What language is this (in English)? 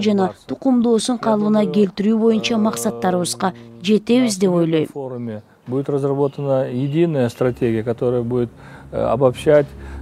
Kyrgyz